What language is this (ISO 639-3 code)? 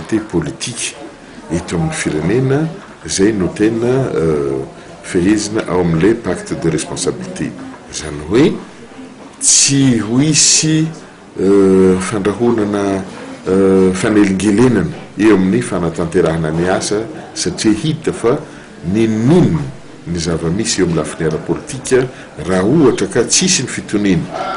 mlg